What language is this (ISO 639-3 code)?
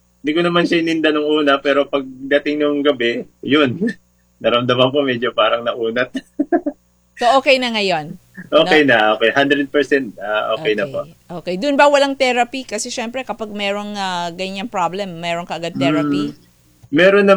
fil